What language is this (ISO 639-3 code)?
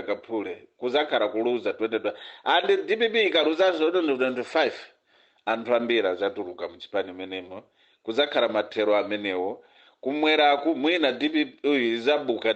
nya